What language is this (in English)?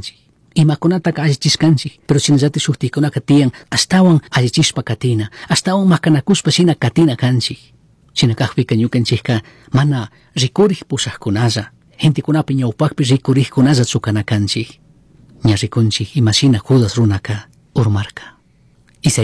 Chimborazo Highland Quichua